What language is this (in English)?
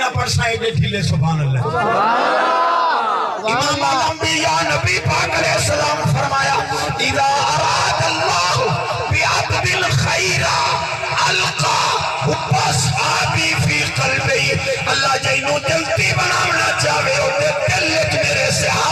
Saraiki